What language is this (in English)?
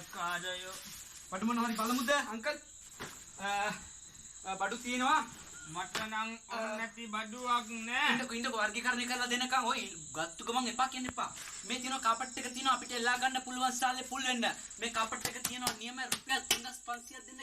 Sinhala